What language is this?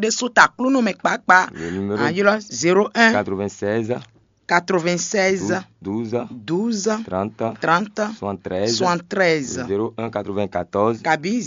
Fon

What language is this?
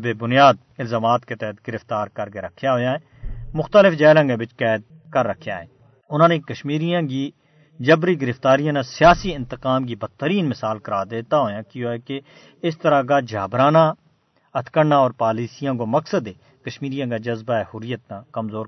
Gujari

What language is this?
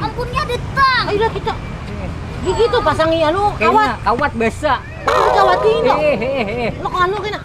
Banjar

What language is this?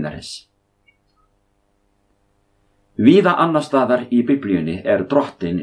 Icelandic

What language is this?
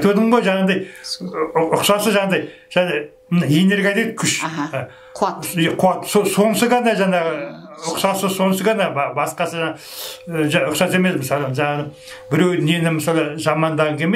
Kazakh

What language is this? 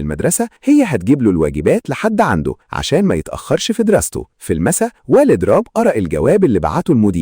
Egyptian Arabic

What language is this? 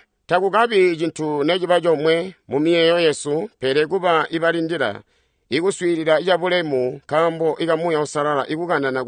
Tonga (Zambia)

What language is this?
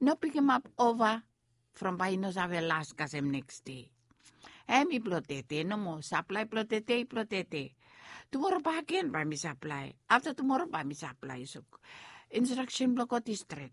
Bislama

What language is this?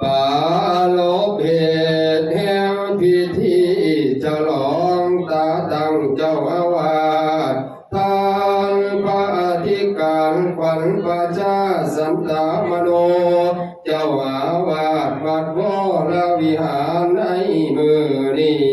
Northeastern Thai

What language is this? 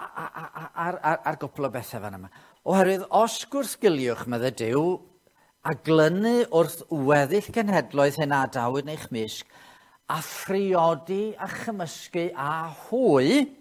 Welsh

